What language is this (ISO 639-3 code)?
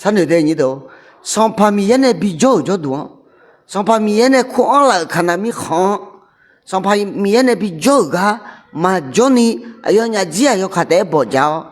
ahk